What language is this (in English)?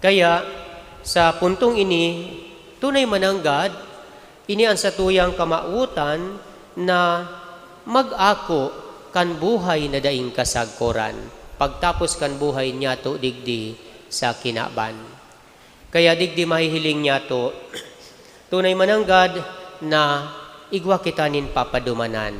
Bikol